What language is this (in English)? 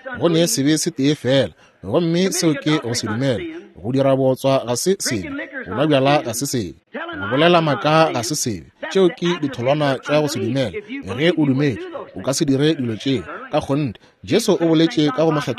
Northern Sotho